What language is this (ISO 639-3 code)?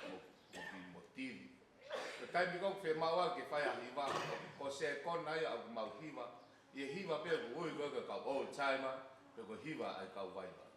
ton